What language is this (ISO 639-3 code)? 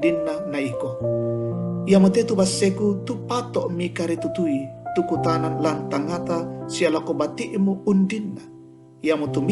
sda